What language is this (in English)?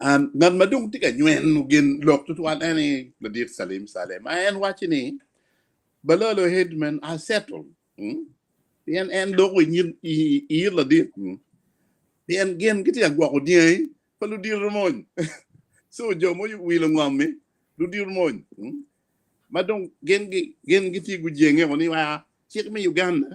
Acoli